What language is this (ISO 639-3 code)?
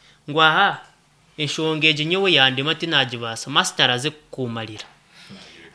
nyn